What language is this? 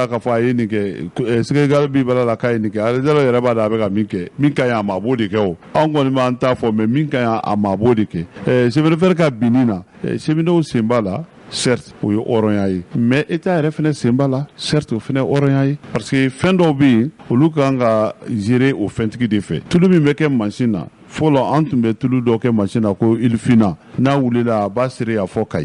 Bambara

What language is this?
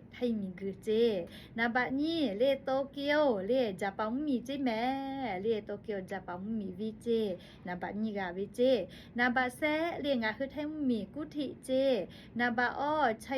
Lahu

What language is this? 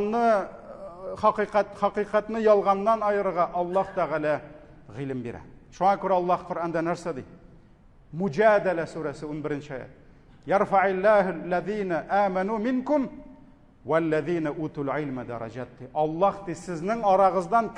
Tatar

